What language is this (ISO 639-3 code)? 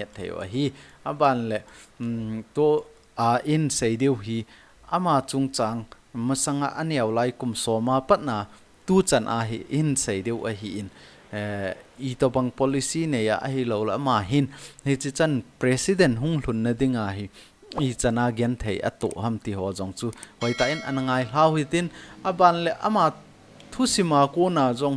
tcz